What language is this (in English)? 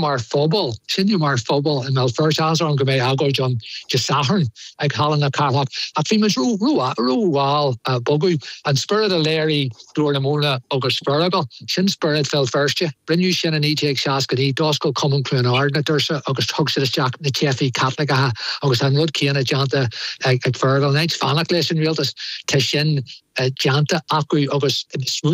Irish